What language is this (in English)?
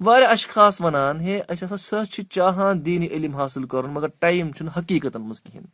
Kashmiri